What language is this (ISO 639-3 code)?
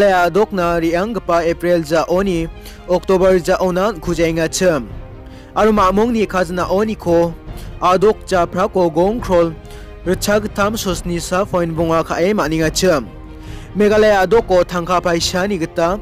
grt